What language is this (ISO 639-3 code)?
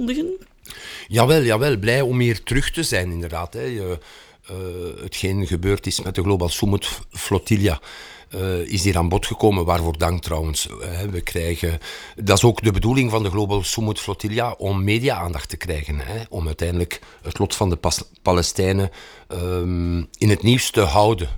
nld